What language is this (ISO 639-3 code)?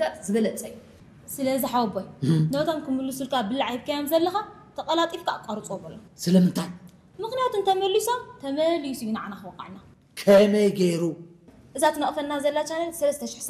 tir